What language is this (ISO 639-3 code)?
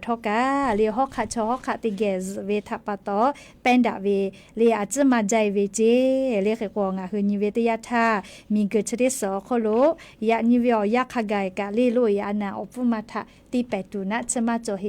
lhu